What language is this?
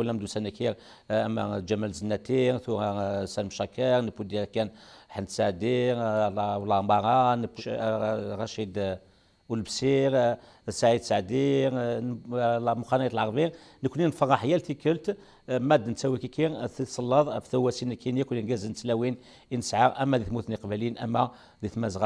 Kabyle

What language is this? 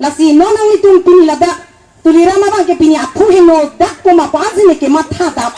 Karbi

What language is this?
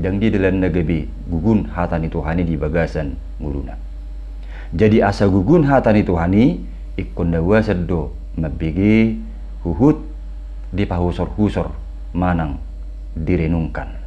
Batak Toba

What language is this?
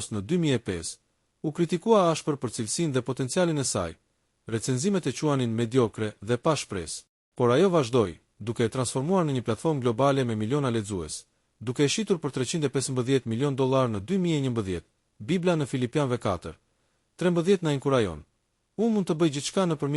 Albanian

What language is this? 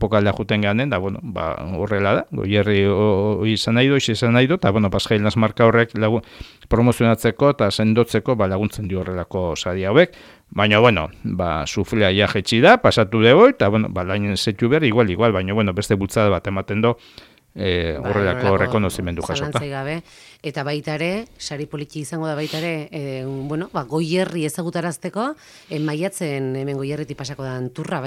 Basque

